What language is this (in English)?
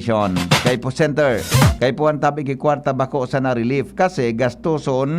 Bikol